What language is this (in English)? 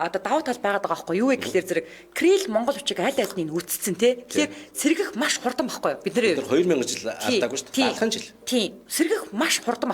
Mongolian